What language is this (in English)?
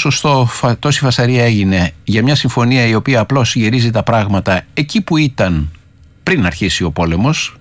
Greek